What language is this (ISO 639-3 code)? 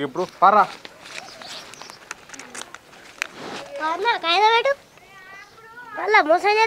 tel